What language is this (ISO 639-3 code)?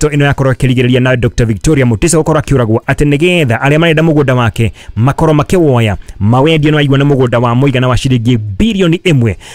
kik